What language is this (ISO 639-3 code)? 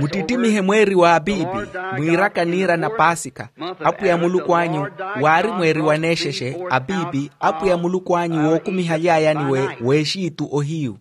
vmw